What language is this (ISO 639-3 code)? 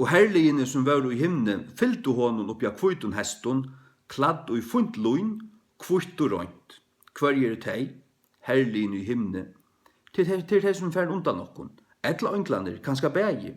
fao